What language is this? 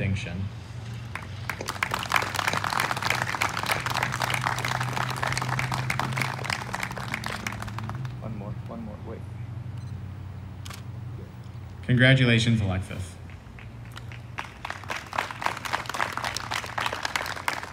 English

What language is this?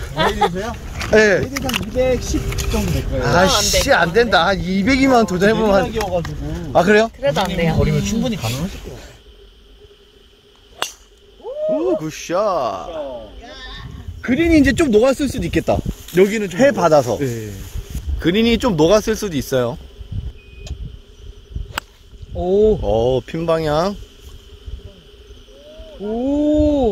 Korean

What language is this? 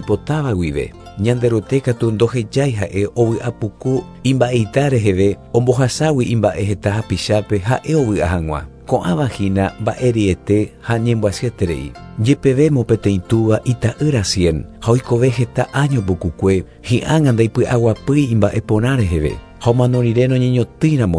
Guarani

